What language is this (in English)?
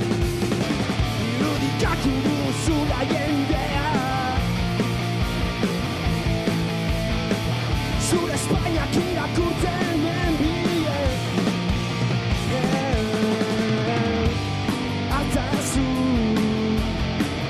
Basque